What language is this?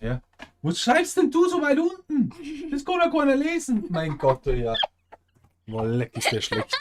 Bavarian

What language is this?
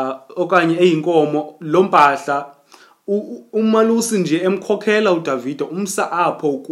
Xhosa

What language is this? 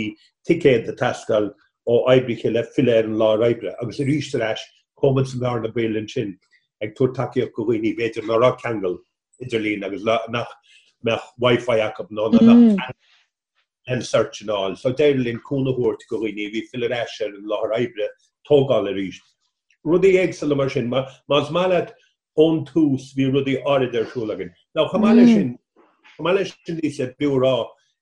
Irish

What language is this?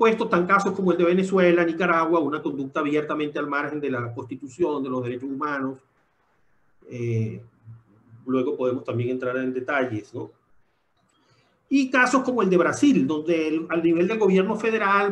Spanish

